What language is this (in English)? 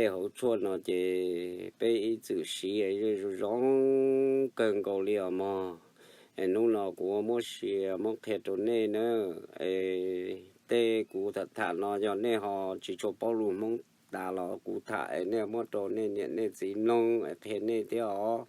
Hmong